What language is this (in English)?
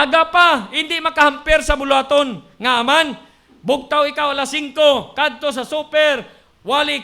Hiligaynon